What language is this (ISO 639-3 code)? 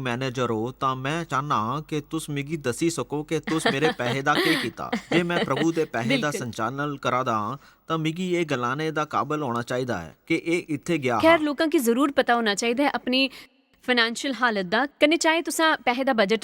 doi